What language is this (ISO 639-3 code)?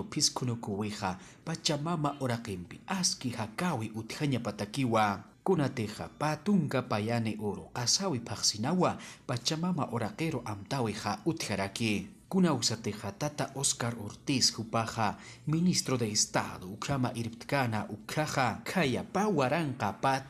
aym